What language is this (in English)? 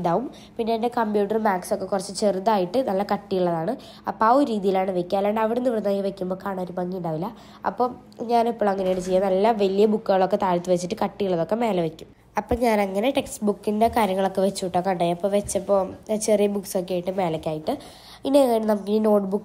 Malayalam